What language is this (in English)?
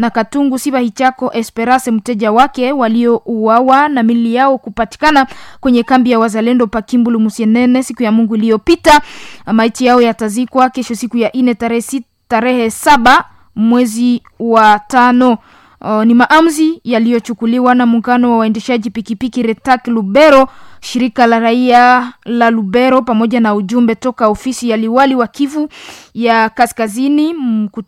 Swahili